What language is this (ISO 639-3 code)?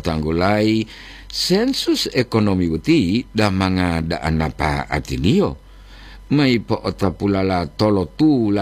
gor